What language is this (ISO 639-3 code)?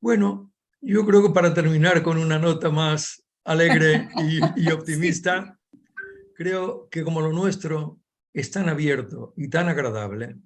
lad